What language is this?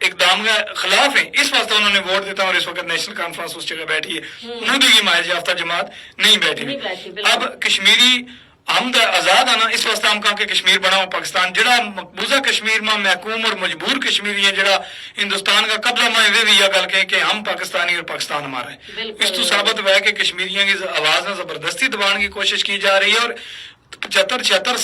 Gujari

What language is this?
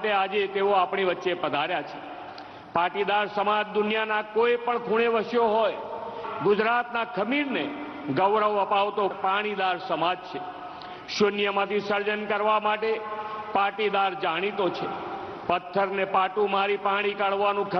Gujarati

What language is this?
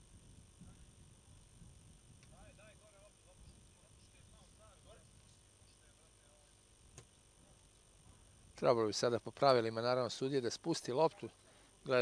Serbian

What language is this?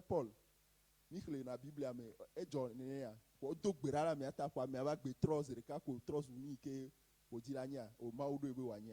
Ewe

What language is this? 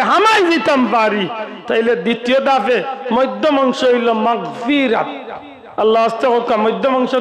Sylheti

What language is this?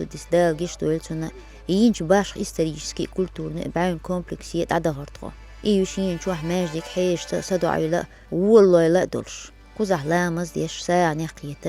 Chechen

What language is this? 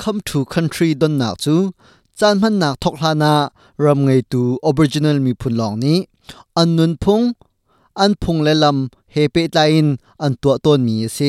Hakha Chin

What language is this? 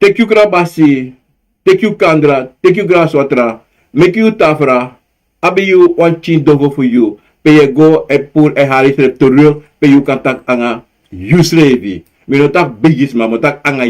Sranan Tongo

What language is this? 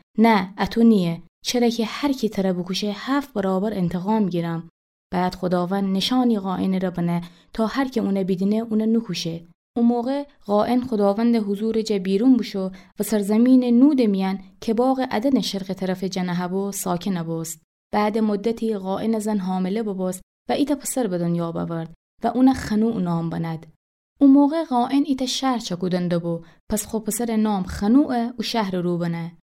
Gilaki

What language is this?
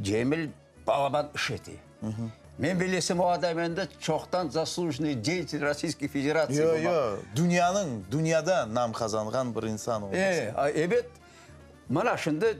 Crimean Tatar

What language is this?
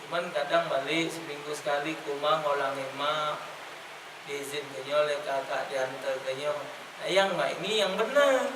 Musi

